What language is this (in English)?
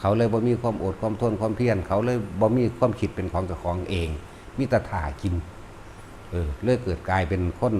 Northeastern Thai